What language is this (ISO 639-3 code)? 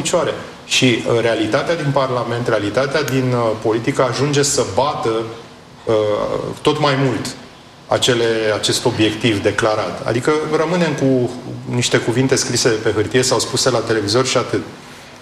ron